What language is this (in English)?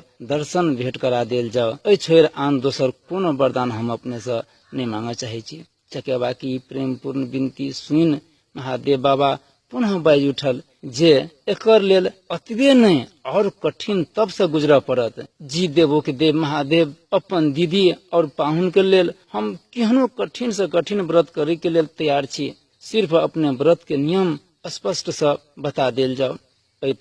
Maithili